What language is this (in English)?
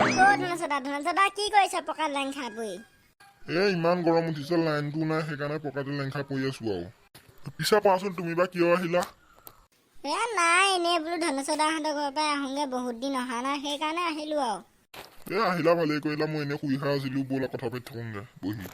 Assamese